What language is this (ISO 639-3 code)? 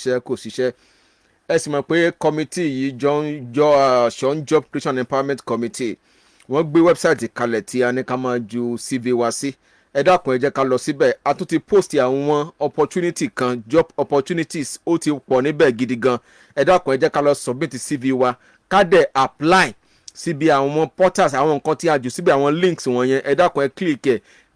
yor